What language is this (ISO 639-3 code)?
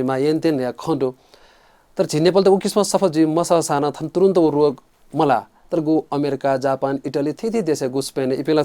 new